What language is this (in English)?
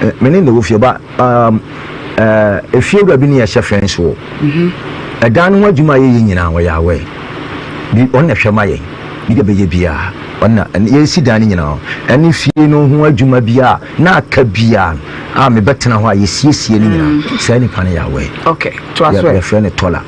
Akan